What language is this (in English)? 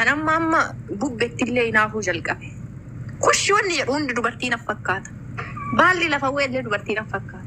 Oromo